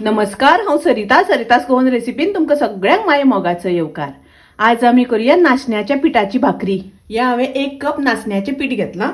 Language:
Konkani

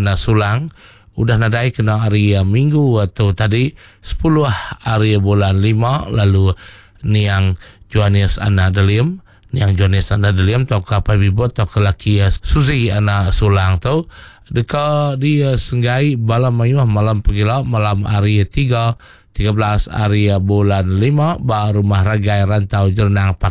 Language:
Iban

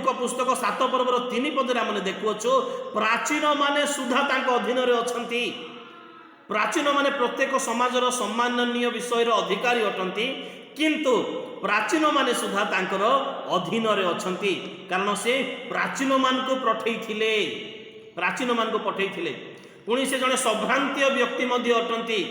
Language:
Odia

